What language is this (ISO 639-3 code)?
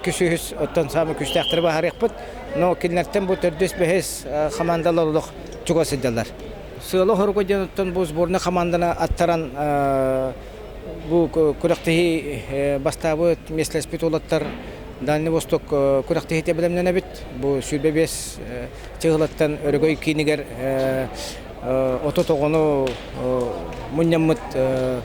sah